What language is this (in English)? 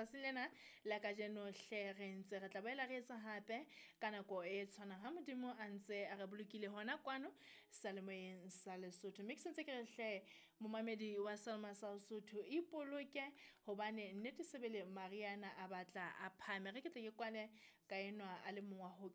Southern Sotho